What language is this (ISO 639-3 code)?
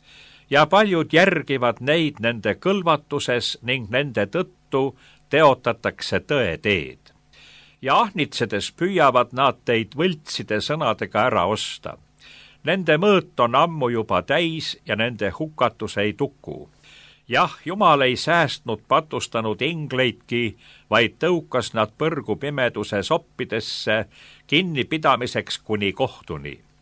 est